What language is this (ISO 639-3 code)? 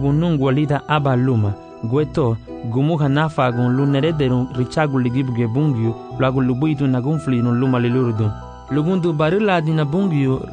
cab